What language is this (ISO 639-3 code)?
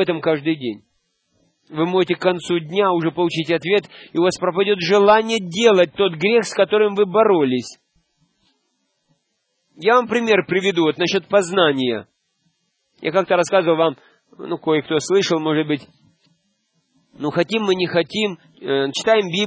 rus